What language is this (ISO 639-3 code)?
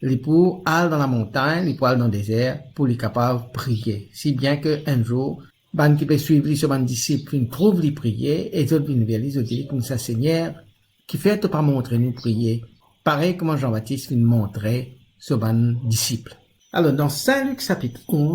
mfe